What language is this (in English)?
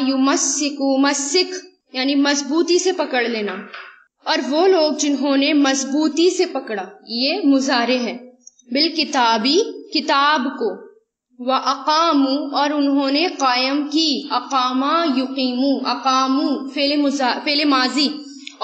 Urdu